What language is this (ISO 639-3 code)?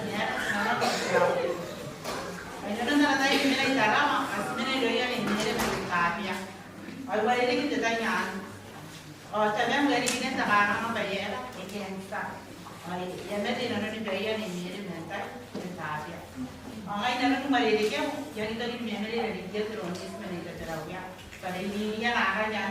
gil